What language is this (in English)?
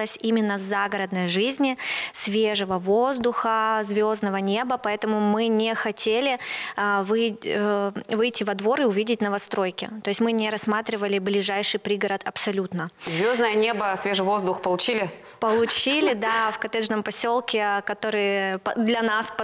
Russian